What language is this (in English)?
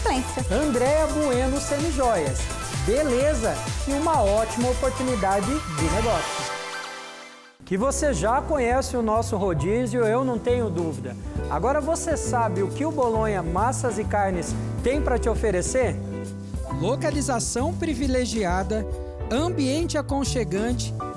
Portuguese